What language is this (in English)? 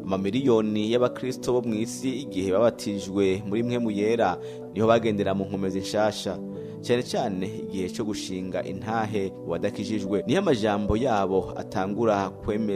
Rundi